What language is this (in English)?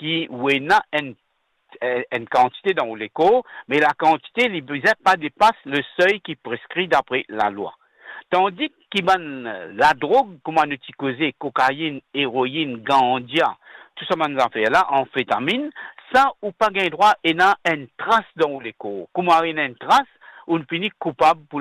Morisyen